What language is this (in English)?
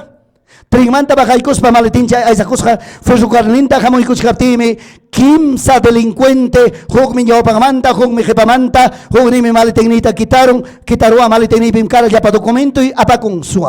Ayacucho Quechua